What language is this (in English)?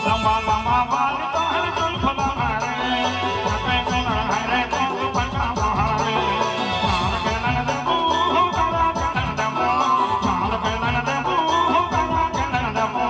Sadri